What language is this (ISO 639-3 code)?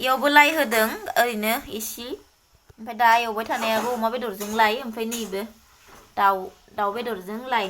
brx